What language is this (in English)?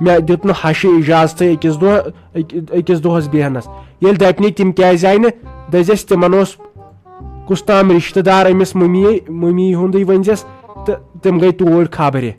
Kashmiri